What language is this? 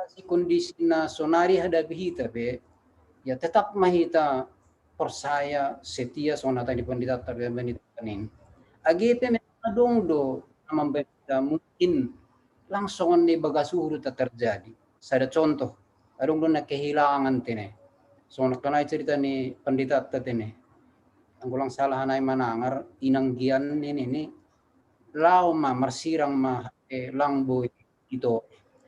Batak Simalungun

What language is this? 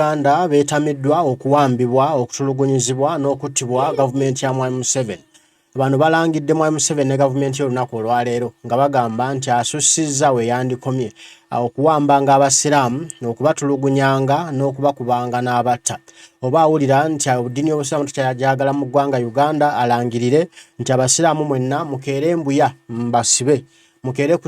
Ganda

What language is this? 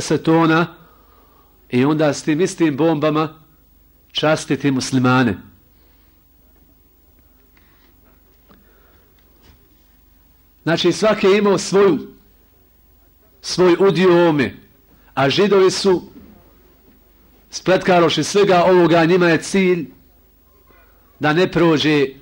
Bosnian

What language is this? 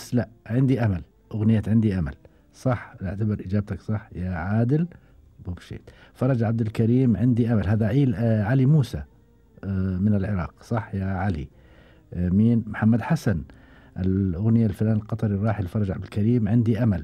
Gulf Arabic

